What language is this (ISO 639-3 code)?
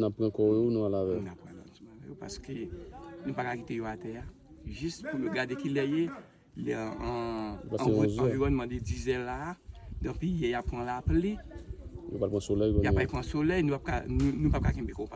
hat